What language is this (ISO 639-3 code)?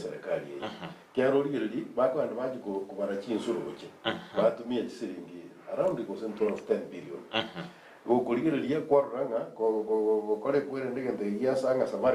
guz